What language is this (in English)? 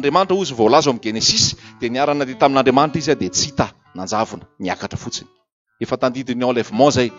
Malagasy